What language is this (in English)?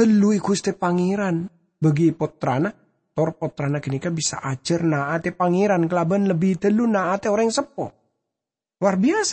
Madurese